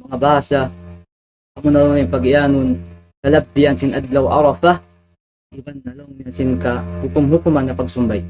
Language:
Tausug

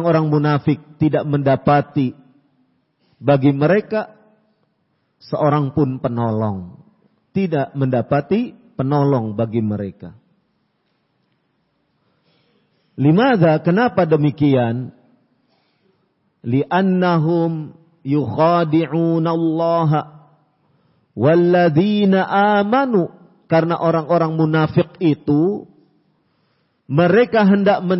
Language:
Indonesian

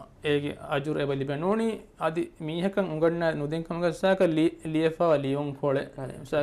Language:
Divehi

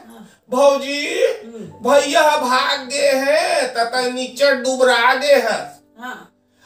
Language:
Chhattisgarhi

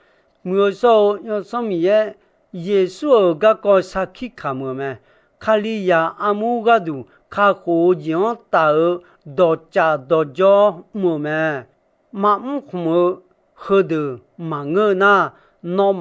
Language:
Akha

